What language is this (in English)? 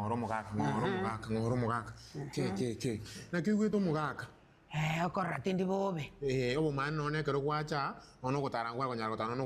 Gusii